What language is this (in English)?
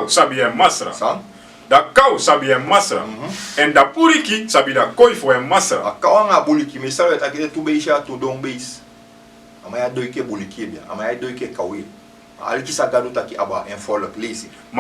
Sranan Tongo